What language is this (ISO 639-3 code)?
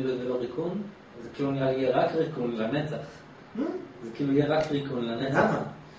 heb